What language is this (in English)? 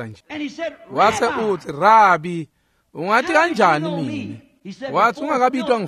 Swati